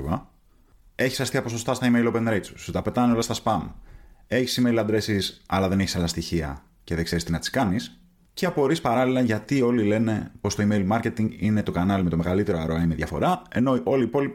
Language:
Greek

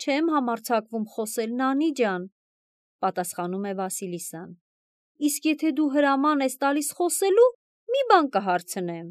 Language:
Armenian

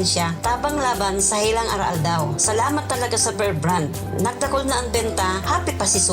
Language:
Bikol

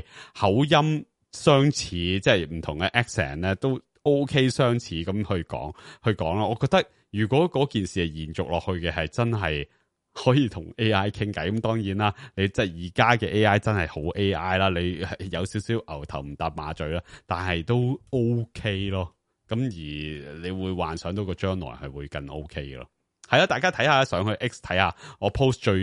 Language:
Cantonese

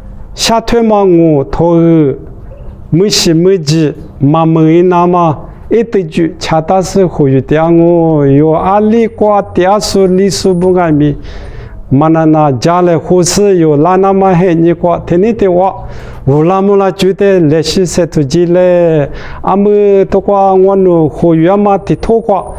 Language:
Lisu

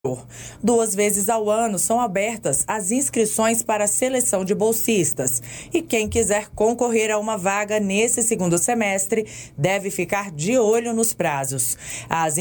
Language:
Portuguese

